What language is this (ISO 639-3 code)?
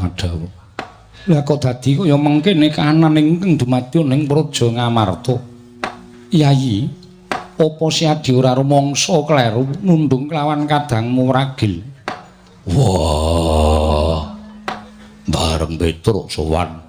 jav